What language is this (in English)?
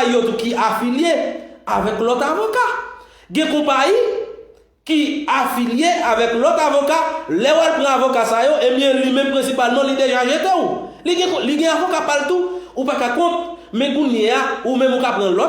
Haitian Creole